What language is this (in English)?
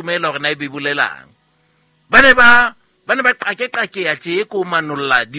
Southern Sotho